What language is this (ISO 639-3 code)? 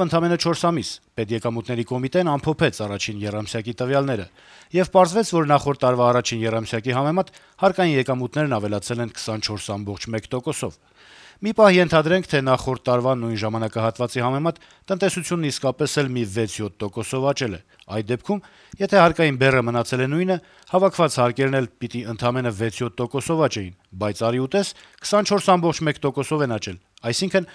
hye